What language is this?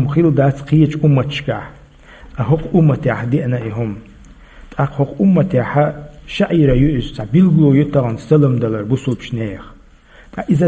Chechen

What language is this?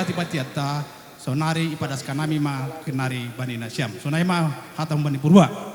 Batak Simalungun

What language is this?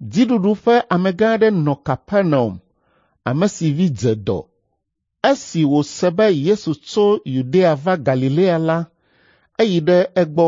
Ewe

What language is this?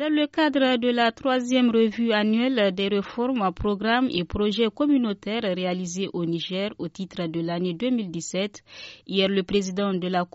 French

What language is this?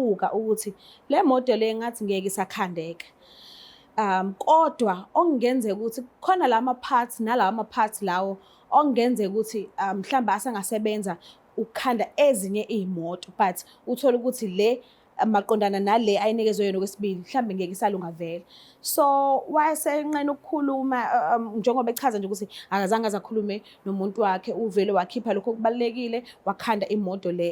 Zulu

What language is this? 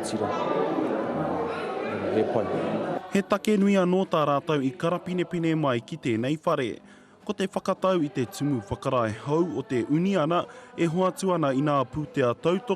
Māori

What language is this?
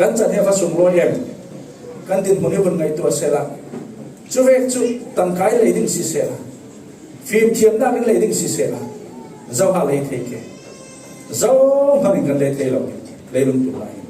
Falam Chin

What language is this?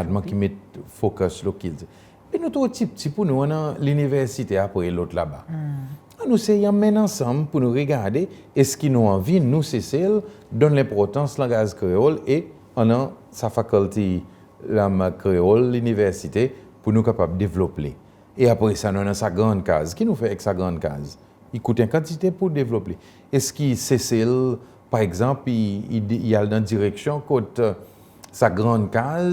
Seselwa Creole French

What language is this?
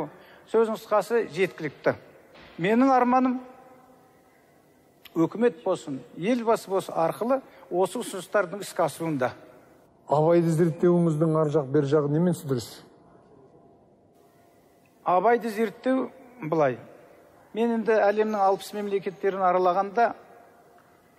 Kazakh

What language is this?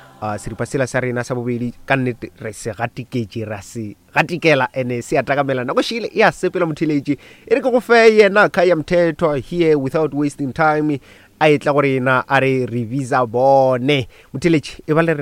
Northern Sotho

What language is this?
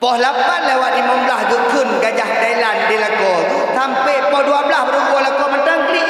Achinese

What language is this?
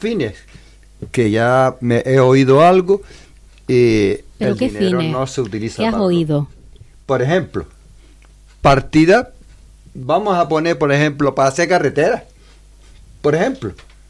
Spanish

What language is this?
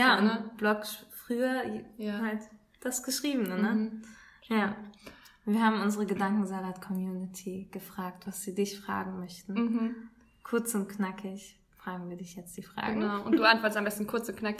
German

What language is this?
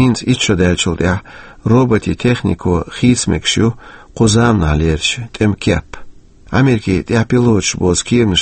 Chechen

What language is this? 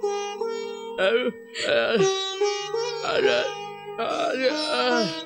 Gujarati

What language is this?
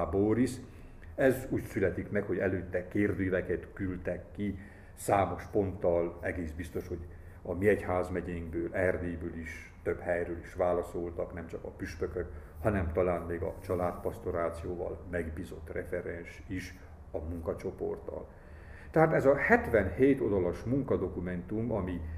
Hungarian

